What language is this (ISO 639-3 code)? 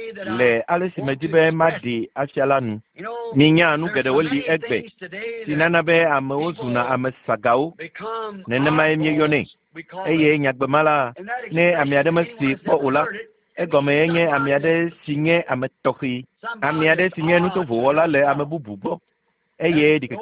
ewe